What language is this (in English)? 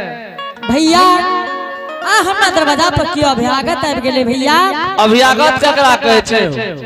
Angika